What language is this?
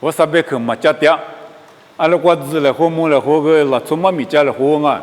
Lisu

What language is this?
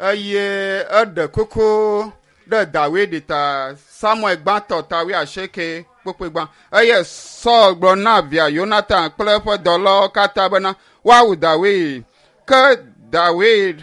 Ewe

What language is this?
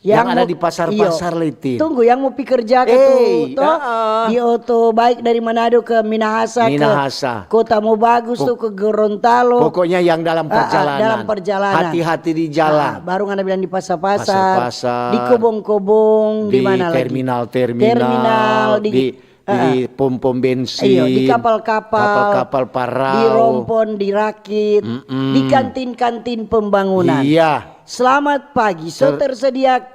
Manado Malay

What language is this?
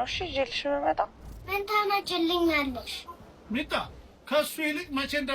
Amharic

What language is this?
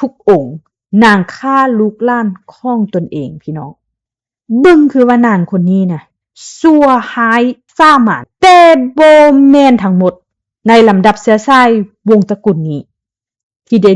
Lao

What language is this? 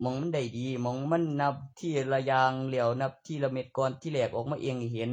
Northeastern Thai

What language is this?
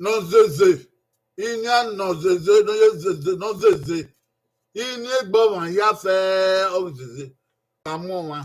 Bini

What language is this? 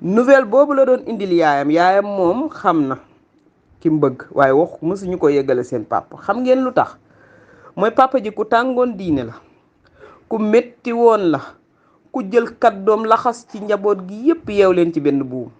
Wolof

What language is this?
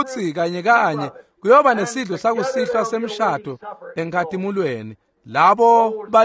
Swati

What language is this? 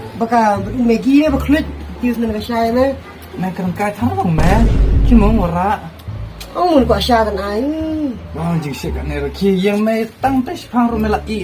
Khasi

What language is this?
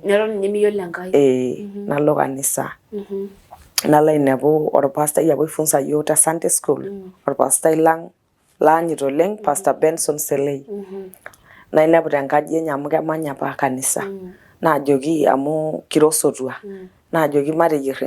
Masai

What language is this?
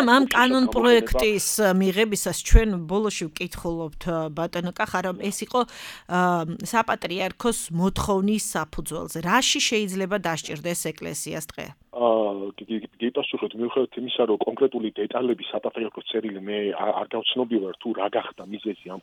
Georgian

